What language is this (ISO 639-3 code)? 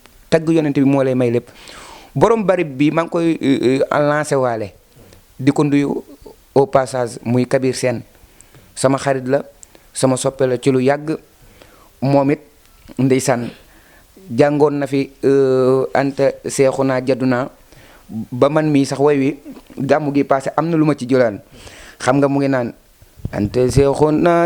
wol